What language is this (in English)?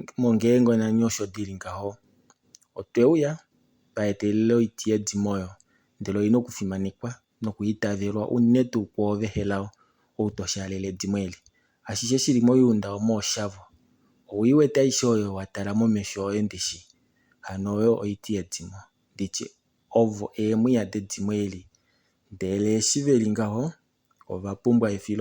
Kuanyama